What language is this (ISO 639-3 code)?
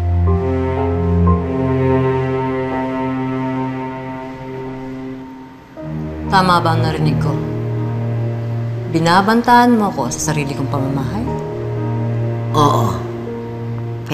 fil